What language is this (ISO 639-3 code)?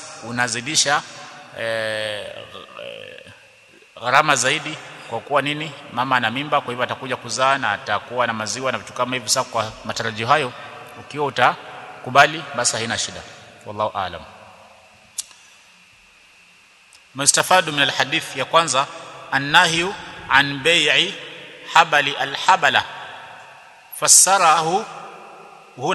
swa